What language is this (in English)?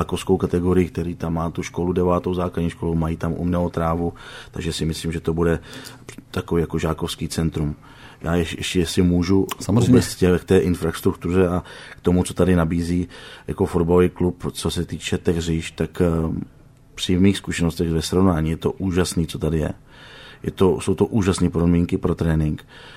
Czech